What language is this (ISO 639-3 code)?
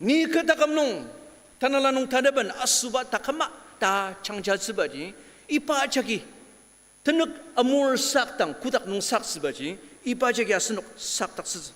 njo